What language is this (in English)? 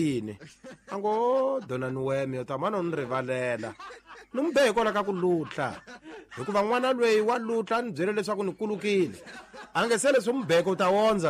Tsonga